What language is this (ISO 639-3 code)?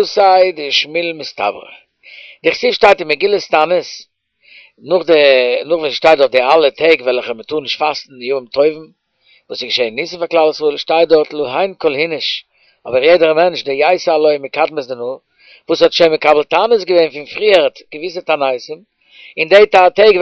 yid